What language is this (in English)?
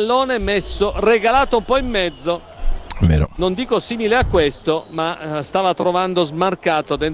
Italian